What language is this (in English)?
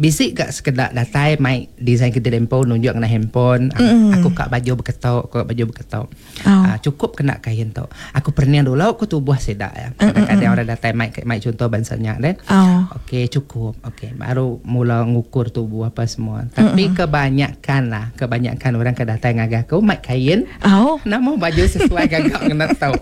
Iban